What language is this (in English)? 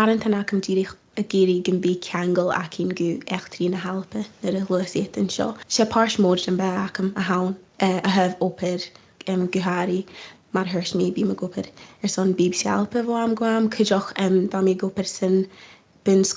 Scottish Gaelic